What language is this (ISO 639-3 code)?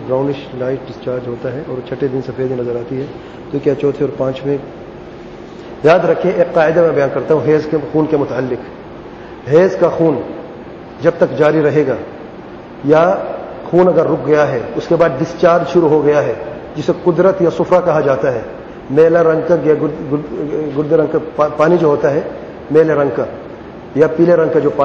urd